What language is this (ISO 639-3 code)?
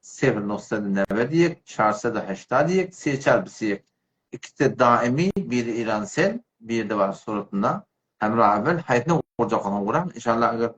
tuk